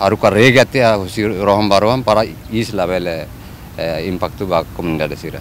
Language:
Tetum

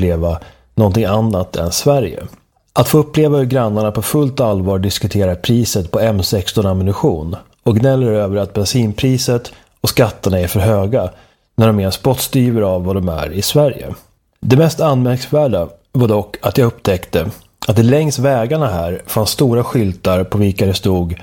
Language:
Swedish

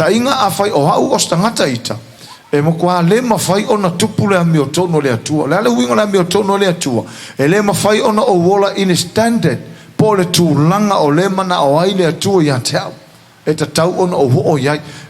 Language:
Samoan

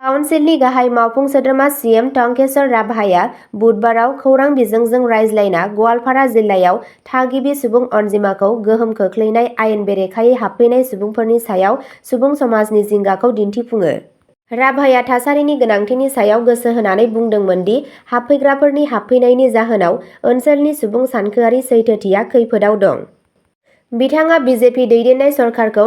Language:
Bodo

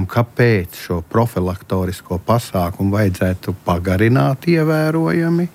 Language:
Latvian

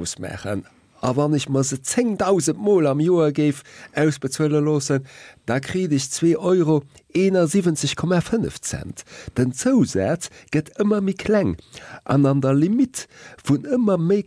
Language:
Luxembourgish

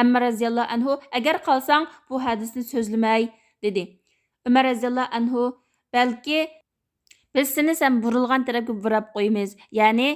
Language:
Uyghur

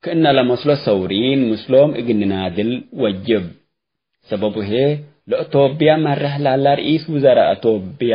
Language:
Tigre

